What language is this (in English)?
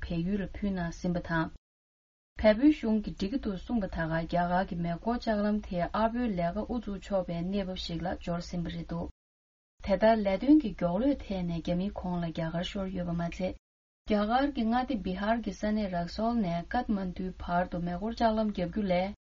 Tibetan